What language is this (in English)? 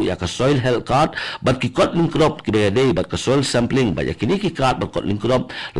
Khasi